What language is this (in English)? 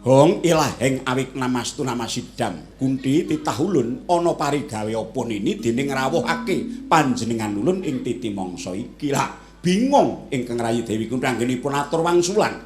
Javanese